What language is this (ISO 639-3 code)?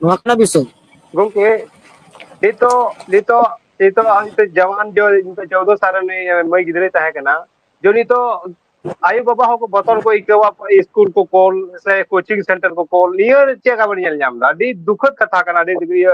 sat